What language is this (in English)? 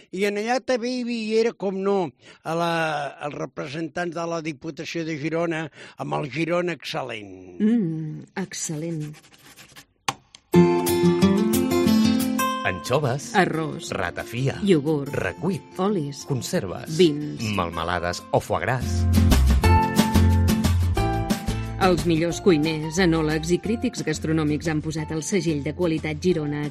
Catalan